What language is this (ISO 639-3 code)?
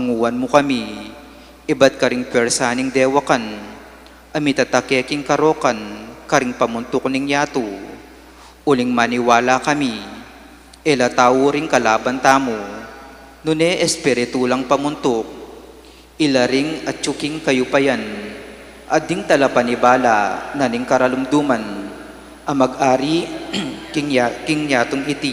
pam